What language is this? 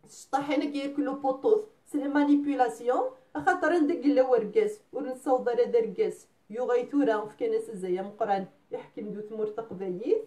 Kabyle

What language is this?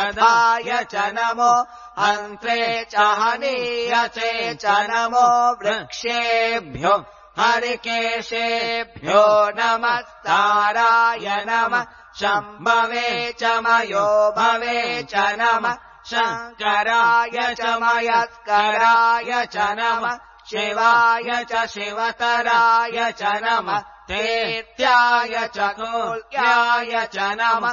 Sanskrit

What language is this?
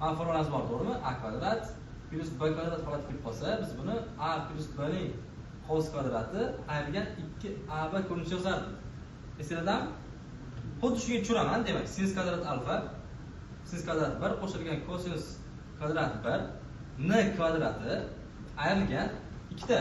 Uzbek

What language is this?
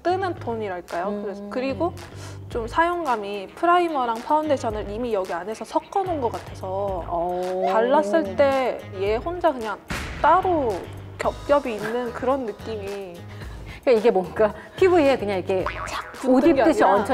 Korean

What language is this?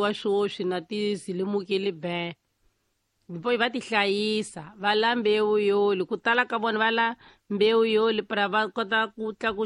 Tsonga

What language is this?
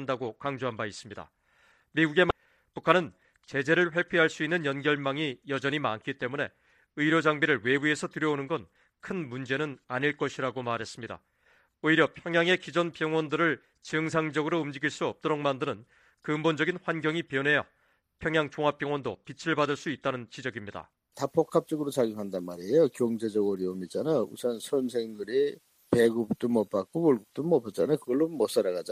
Korean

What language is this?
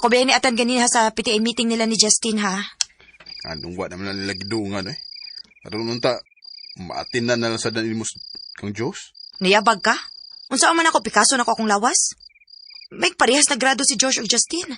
Cebuano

